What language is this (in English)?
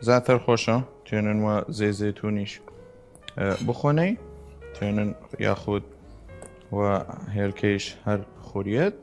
Southern Kurdish